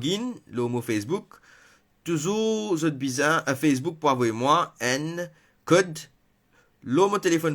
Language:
Morisyen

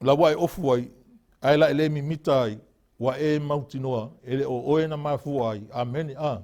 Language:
Samoan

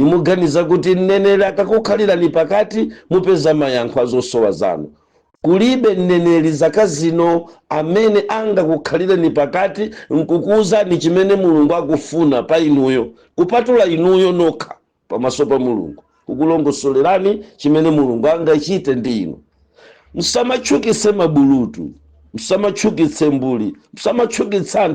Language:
Nyanja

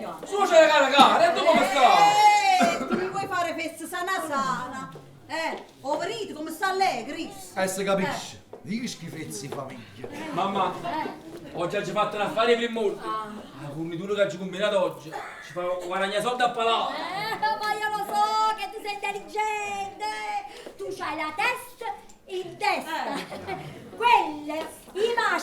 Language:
Neapolitan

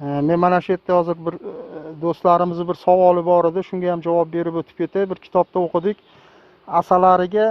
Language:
Uzbek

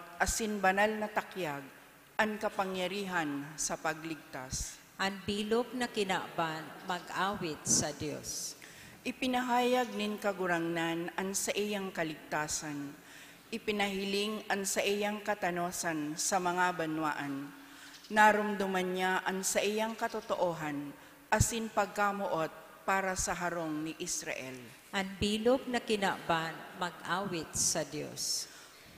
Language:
Bikol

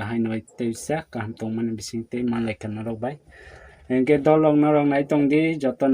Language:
Kok Borok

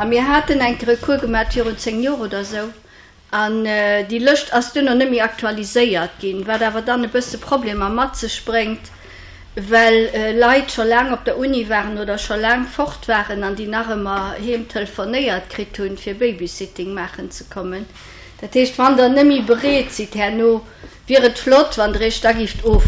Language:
Luxembourgish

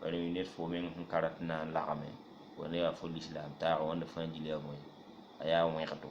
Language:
Mossi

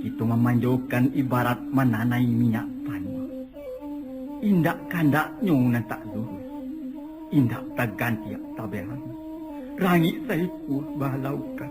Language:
Minangkabau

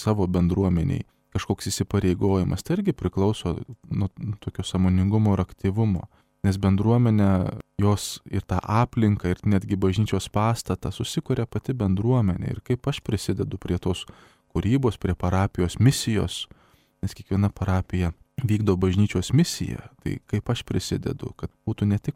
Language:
Lithuanian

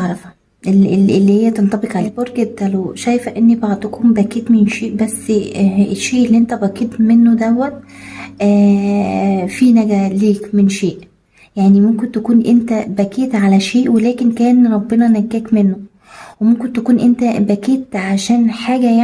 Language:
Egyptian Arabic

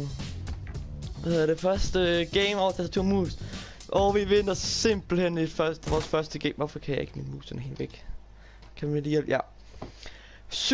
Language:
Danish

